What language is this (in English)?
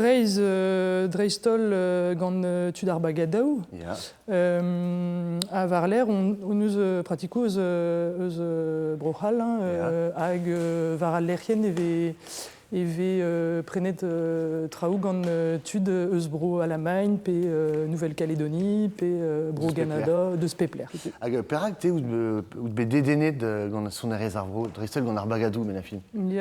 Breton